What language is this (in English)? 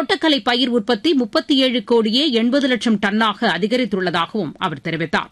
Tamil